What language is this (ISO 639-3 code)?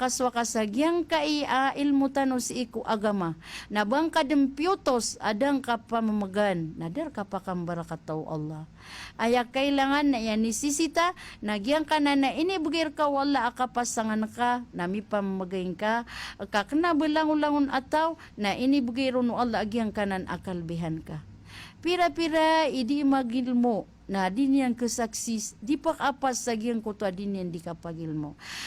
mrw